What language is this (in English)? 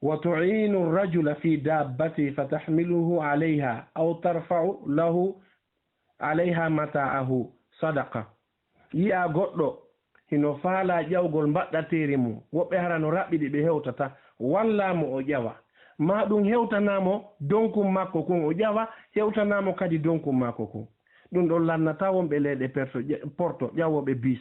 Fula